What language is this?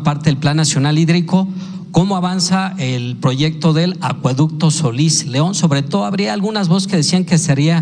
Spanish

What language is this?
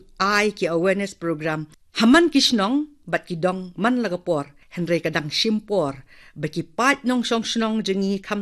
Khasi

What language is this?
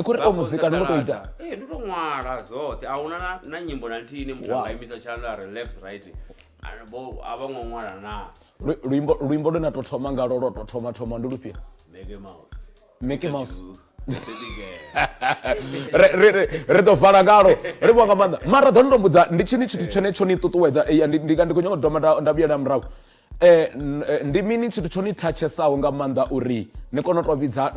Venda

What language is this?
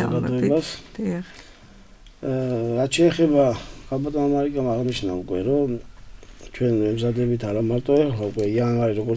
Georgian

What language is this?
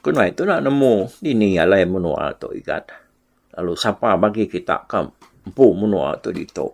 Iban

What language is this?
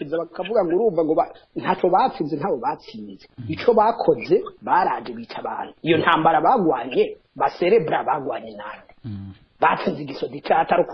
Rundi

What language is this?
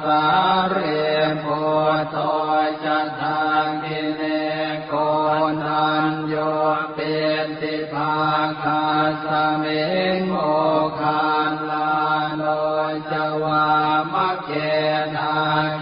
Pali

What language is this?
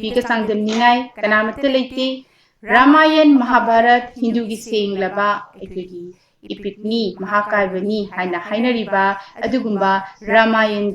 Manipuri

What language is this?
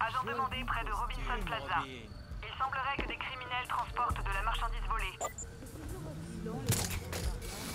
French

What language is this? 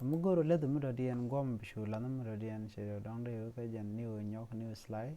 Nuer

